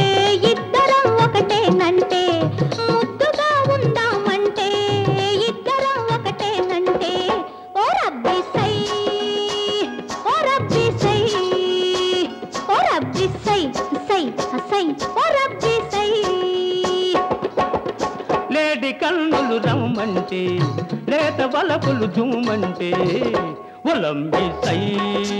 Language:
Telugu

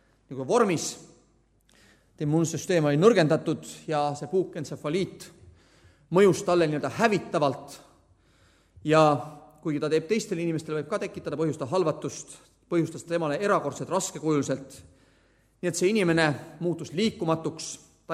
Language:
Estonian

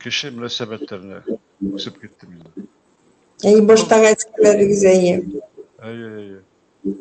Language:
Bashkir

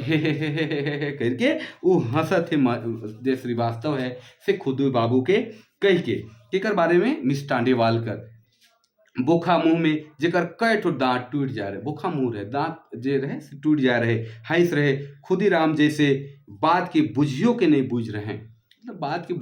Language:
Sadri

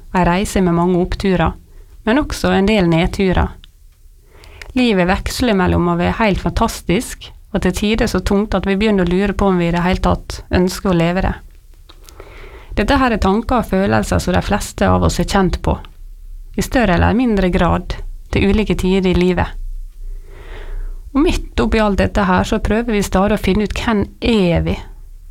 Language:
Norwegian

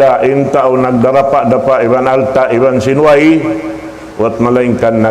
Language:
Tausug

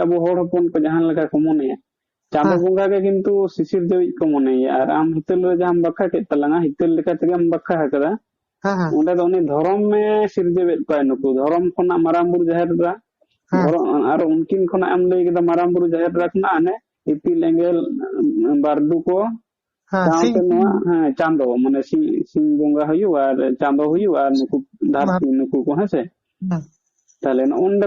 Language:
Santali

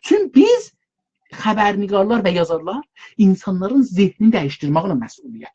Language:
South Azerbaijani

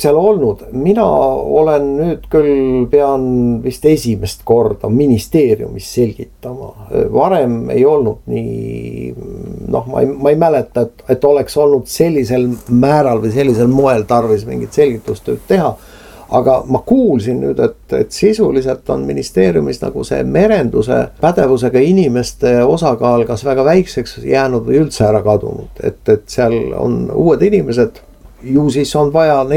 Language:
Estonian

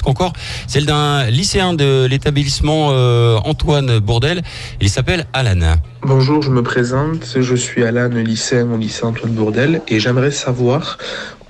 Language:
French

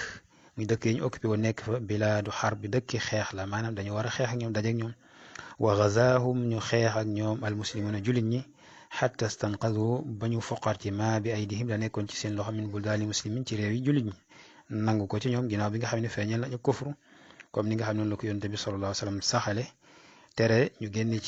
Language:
Wolof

